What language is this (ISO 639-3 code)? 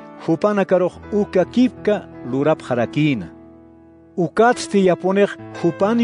aym